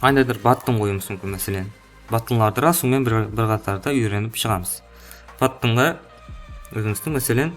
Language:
Kara-Kalpak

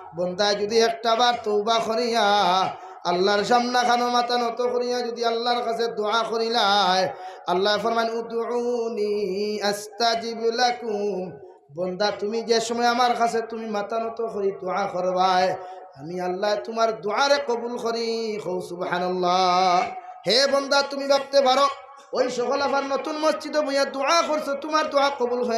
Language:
Sylheti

